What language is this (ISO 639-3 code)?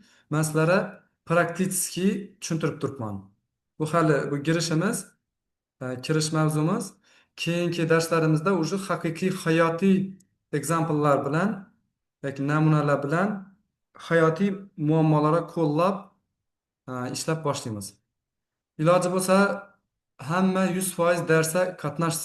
uzb